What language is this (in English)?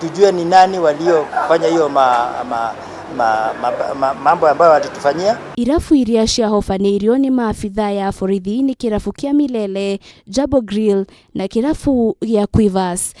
Kikuyu